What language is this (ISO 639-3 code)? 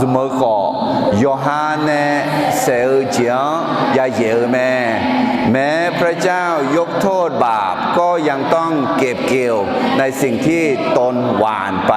ahk